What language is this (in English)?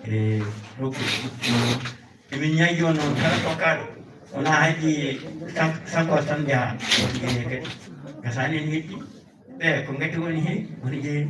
Fula